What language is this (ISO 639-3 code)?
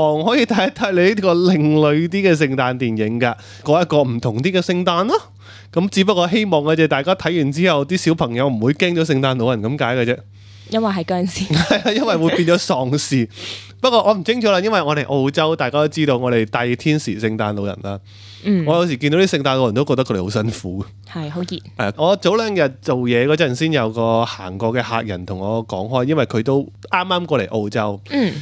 yue